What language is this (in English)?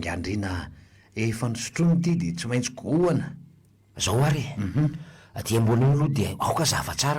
Malagasy